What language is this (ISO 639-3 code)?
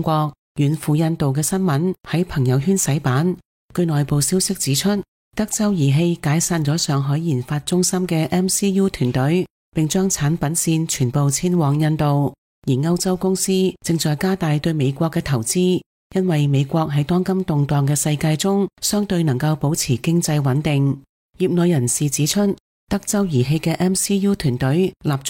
yue